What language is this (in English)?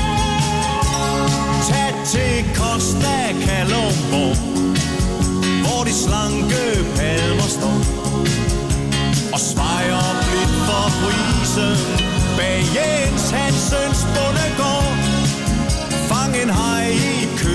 Danish